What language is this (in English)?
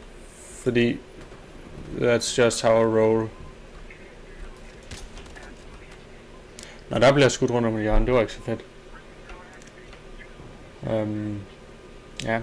Danish